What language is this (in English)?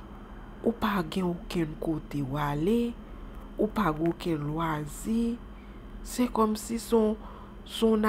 Haitian Creole